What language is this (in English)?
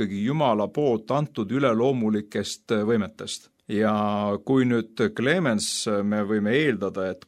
Estonian